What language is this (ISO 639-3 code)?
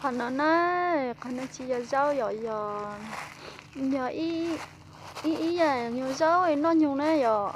hmn